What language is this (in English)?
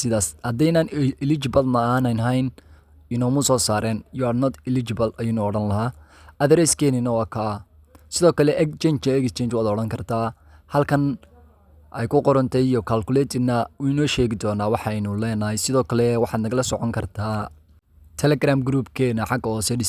Somali